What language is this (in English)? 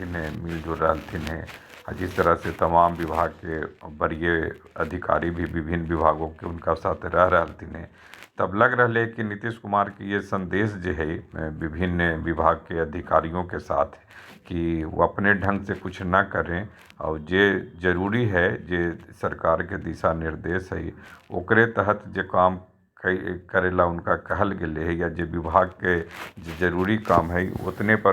Magahi